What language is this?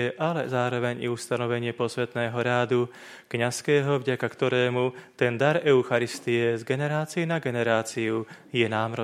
Slovak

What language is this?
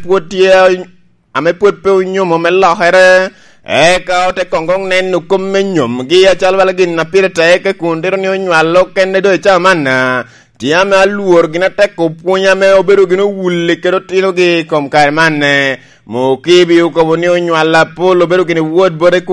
Lango (Uganda)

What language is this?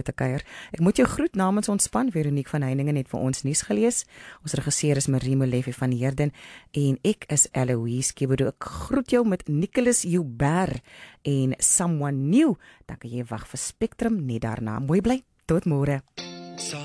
Afrikaans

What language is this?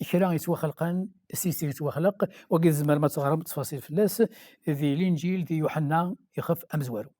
Kabyle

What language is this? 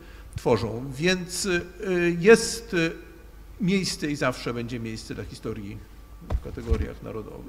Polish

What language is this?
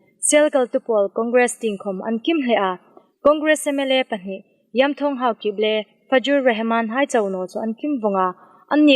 Hmar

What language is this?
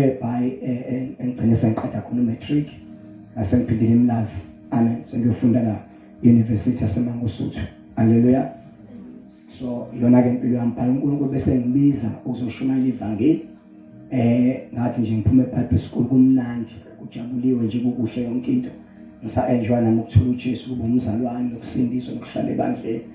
Zulu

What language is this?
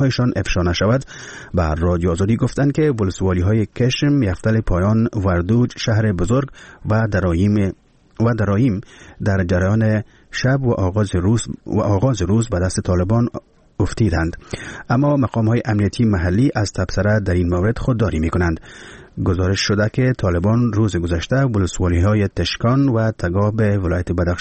Persian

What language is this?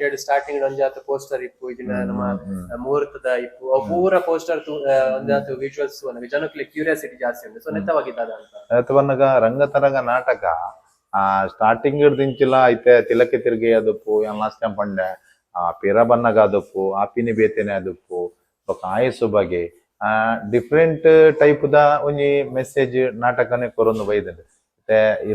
Tulu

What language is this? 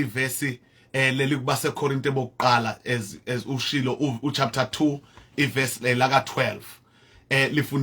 Zulu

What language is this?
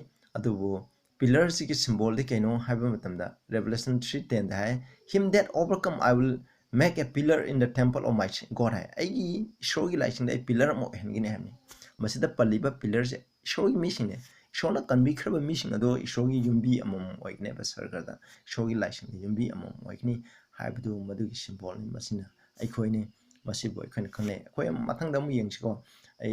Manipuri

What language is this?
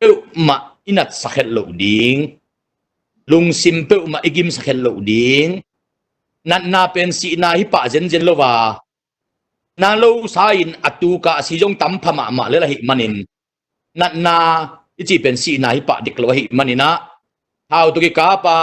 Tedim Chin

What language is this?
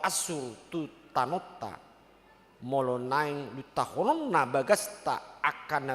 Batak Toba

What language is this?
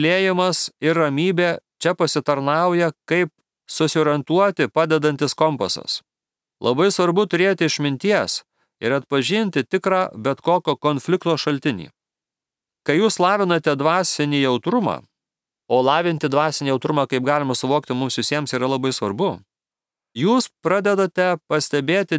Lithuanian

